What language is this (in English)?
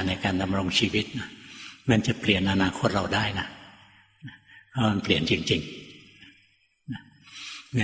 Thai